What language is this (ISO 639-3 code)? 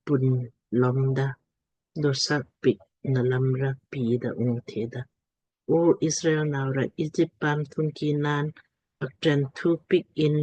lmk